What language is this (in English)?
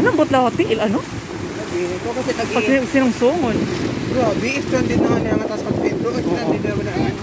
Waray